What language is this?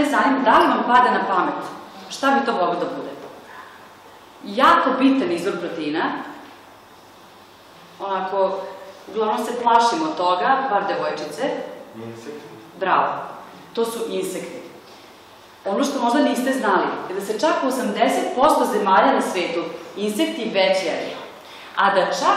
Serbian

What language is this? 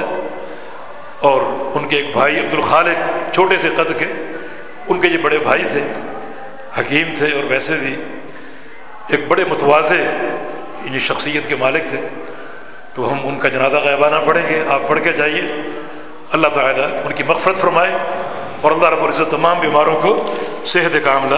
Urdu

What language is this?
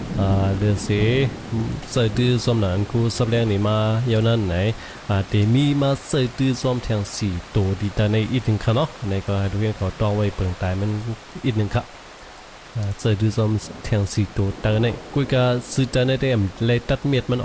Shan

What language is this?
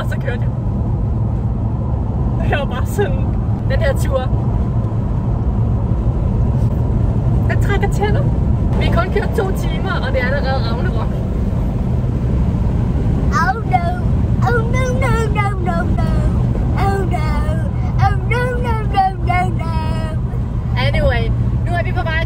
Danish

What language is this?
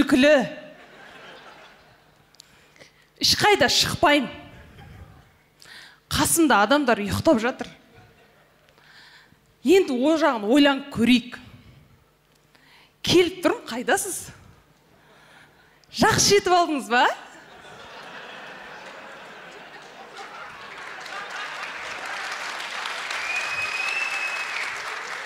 Kazakh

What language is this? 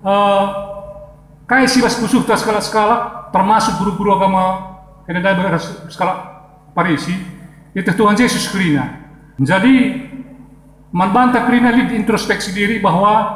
Batak Karo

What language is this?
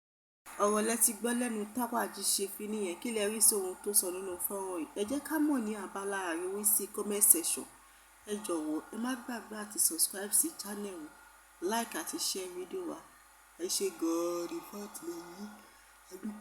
Yoruba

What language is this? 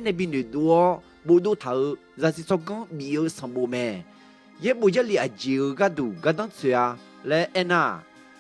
Akha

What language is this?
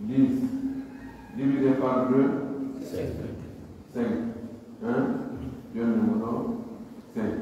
Pular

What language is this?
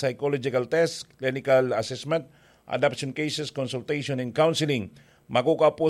Bikol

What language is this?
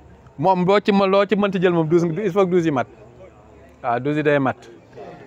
Wolof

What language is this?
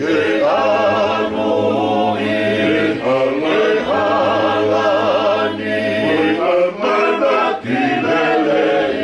Tongan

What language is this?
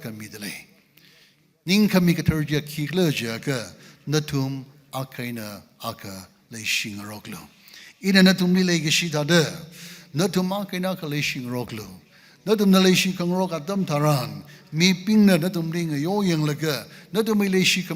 Tangkhul Naga (India)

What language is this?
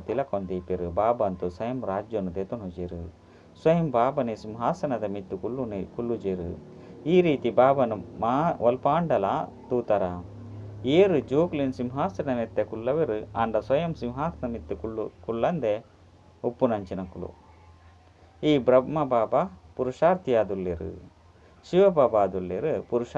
Tulu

